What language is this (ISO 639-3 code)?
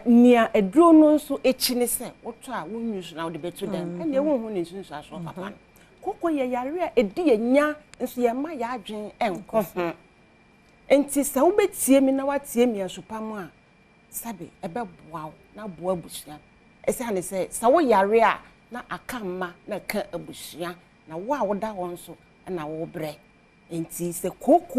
aka